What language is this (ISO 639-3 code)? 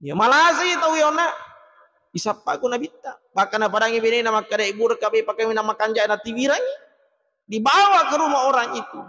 bug